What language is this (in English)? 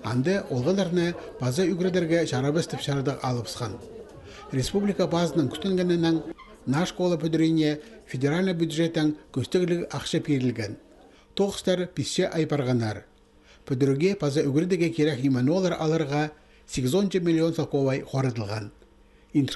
Khakas